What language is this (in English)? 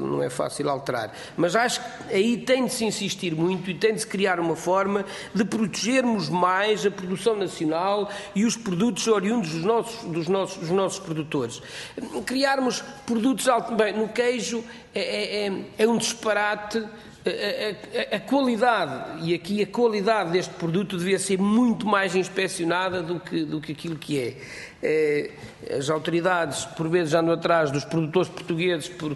Portuguese